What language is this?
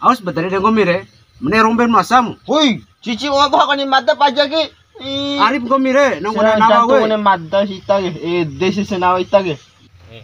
Bima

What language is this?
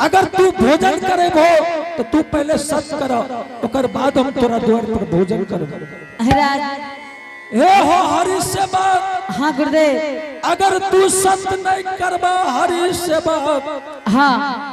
Angika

